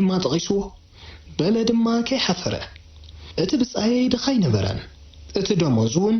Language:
Tigrinya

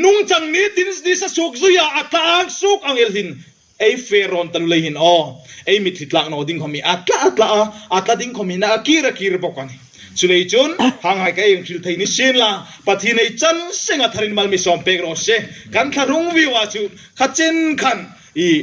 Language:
Hmar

